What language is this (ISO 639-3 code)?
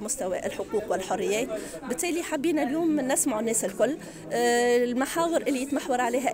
aeb